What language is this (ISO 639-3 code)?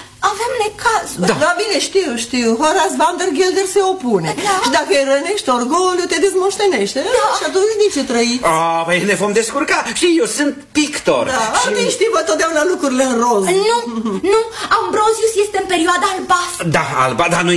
ron